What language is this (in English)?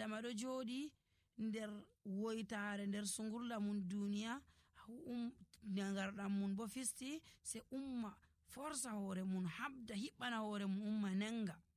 Nigerian Fulfulde